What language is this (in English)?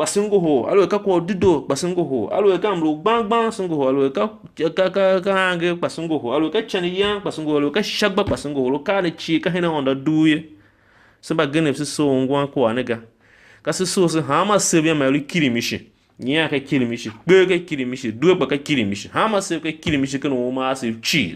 Tiv